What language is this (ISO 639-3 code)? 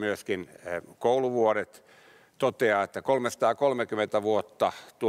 fin